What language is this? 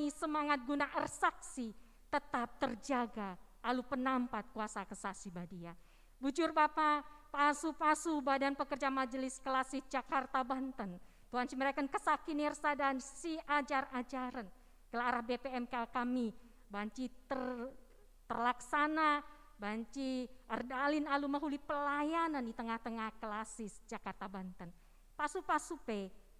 Batak Karo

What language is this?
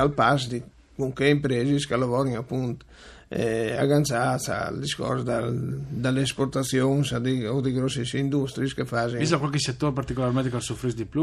Friulian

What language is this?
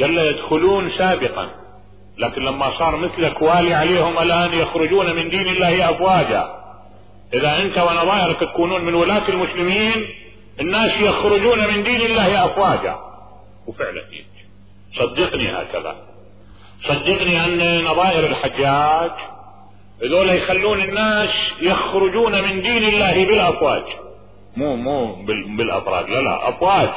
Mesopotamian Arabic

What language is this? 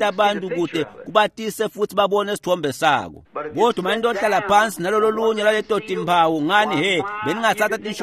Swati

